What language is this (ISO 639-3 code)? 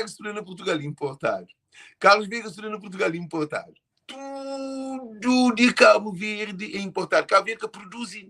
kea